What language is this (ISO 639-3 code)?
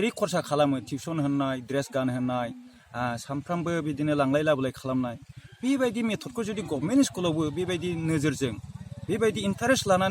brx